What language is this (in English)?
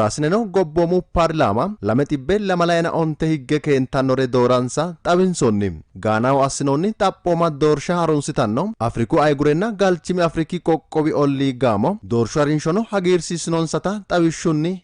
Sidamo